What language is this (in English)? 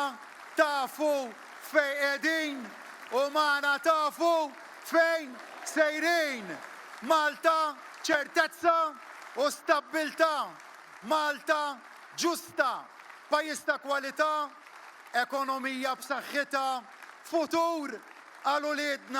Maltese